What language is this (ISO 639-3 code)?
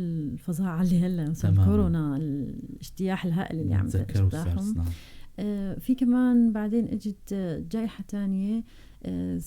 apc